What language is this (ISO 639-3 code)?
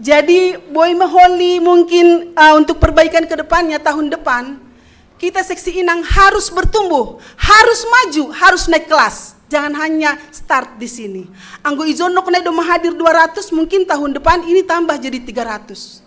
bts